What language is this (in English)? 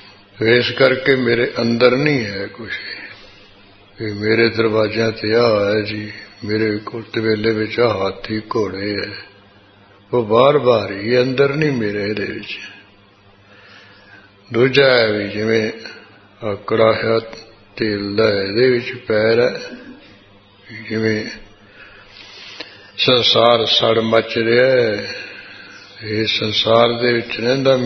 Punjabi